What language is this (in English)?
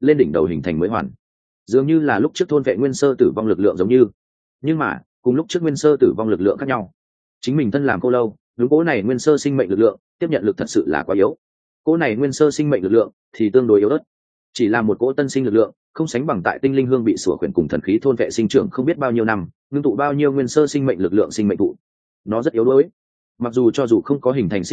Vietnamese